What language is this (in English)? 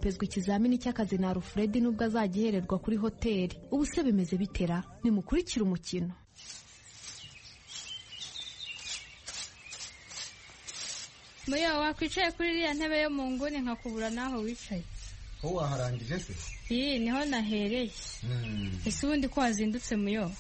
Kinyarwanda